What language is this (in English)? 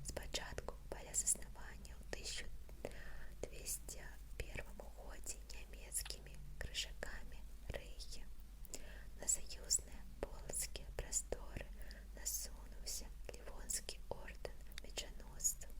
Belarusian